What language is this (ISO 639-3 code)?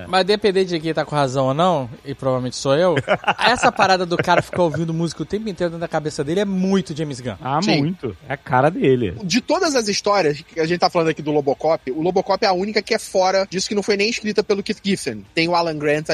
por